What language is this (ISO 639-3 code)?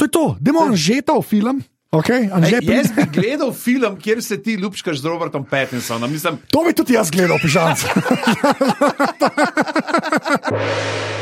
slv